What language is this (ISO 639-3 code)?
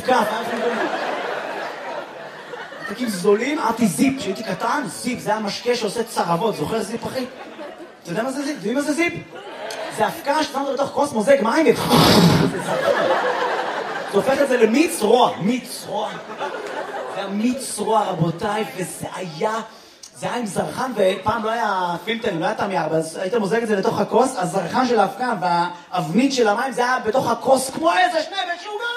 heb